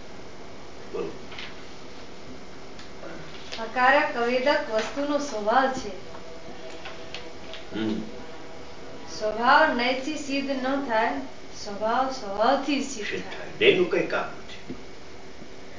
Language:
Gujarati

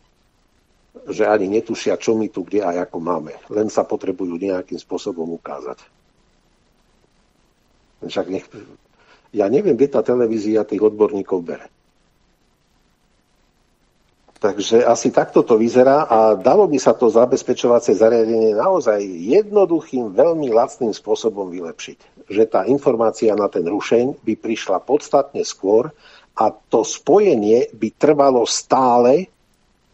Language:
Slovak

